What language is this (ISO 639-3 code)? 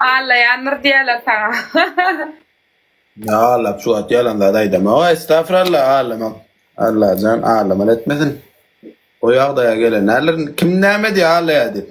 tuk